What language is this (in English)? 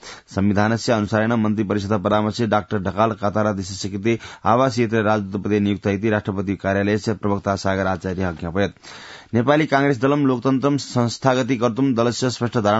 Sanskrit